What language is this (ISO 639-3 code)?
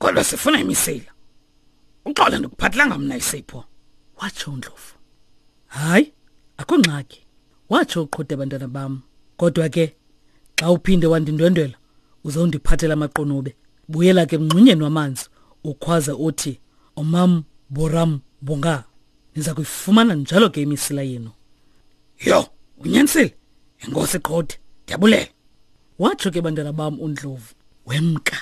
xho